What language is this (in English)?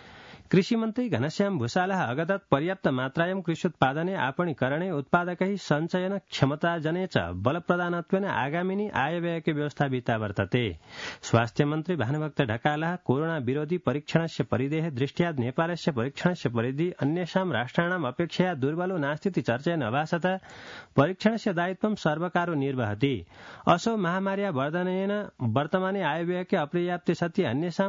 Sanskrit